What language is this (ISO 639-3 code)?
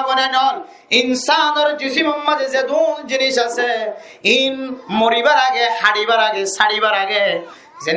rhg